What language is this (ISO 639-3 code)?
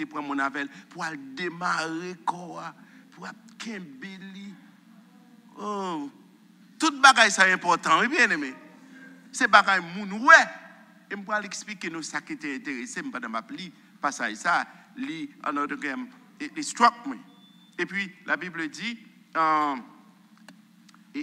fra